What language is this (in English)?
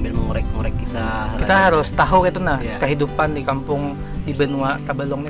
Banjar